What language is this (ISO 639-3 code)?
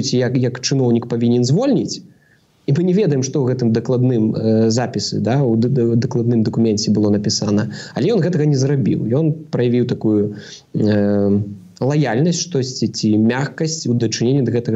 bel